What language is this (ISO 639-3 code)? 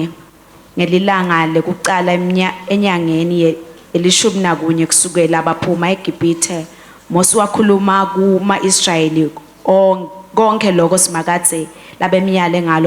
ssw